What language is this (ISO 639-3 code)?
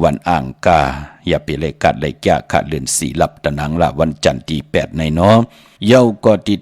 shn